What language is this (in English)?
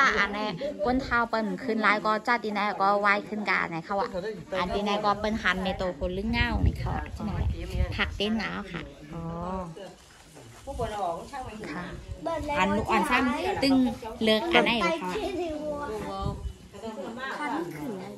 Thai